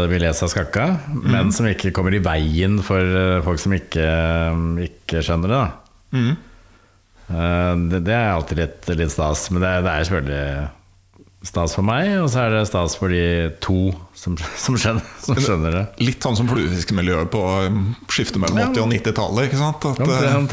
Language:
Norwegian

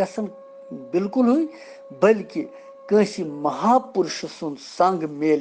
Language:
Kashmiri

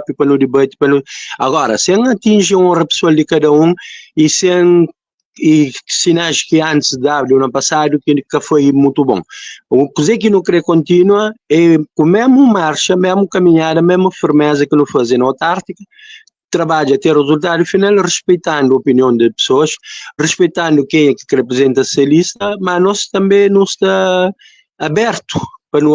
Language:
Kabuverdianu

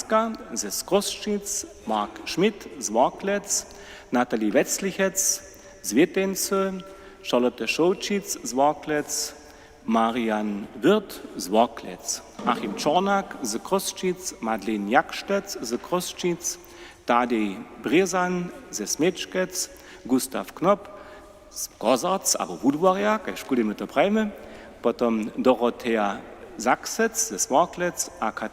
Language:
Upper Sorbian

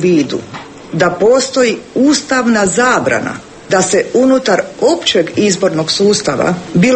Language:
Croatian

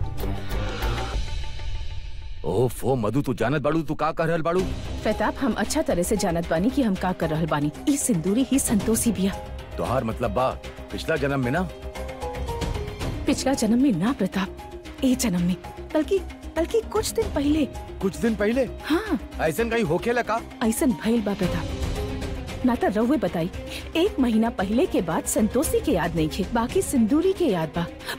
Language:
Bhojpuri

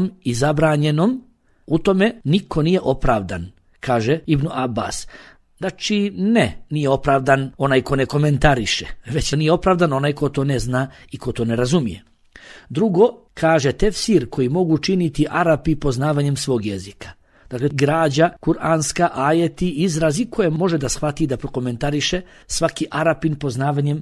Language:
Bosnian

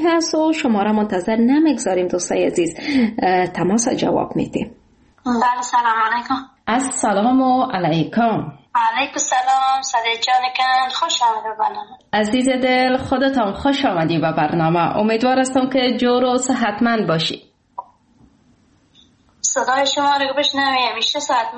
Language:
Persian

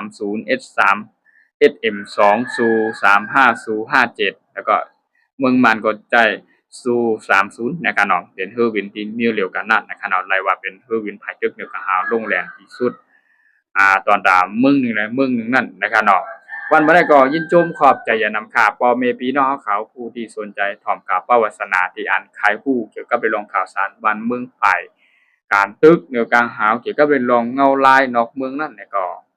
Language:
Shan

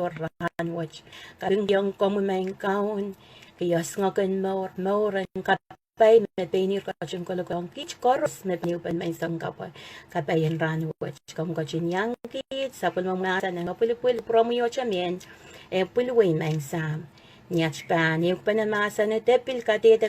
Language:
Pohnpeian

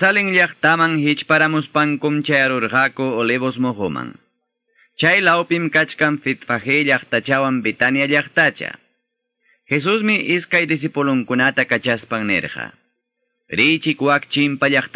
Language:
Ayacucho Quechua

